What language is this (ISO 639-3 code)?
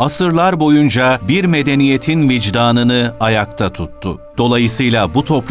tur